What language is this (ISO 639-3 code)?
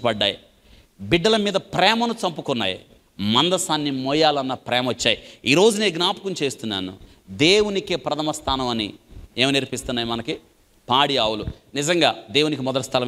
tel